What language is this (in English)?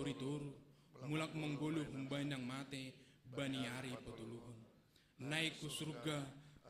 Batak Simalungun